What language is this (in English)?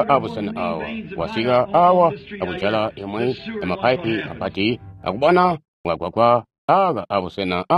Tonga (Zambia)